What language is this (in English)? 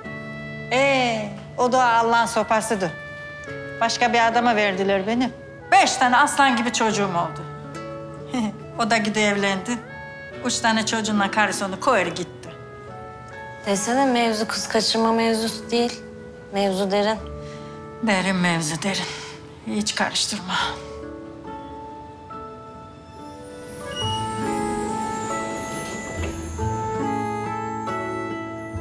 Turkish